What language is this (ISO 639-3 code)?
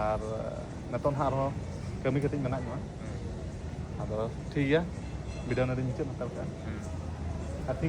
sat